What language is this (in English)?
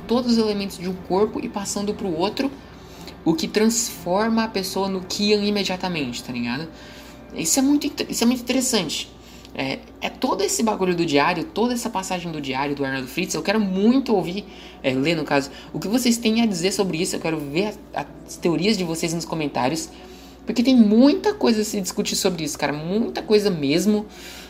Portuguese